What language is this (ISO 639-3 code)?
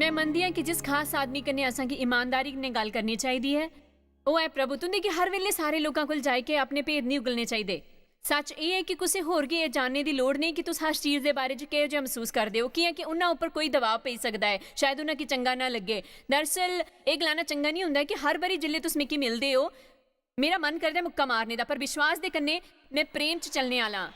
doi